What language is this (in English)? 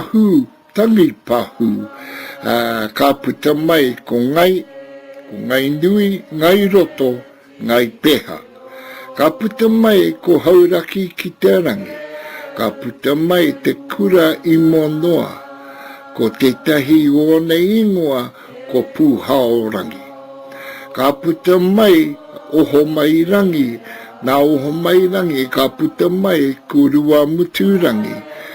Māori